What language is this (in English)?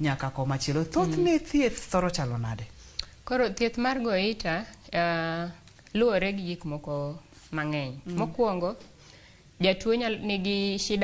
Luo (Kenya and Tanzania)